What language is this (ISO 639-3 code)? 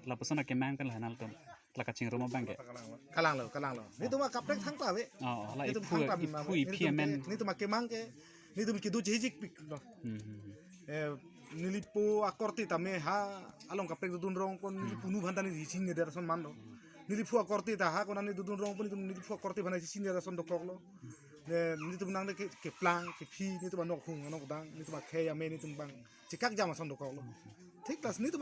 mjw